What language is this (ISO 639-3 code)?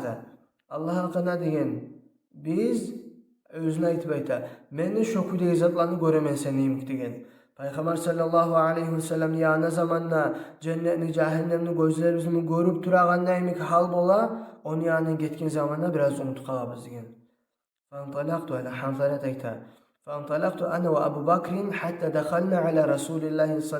kum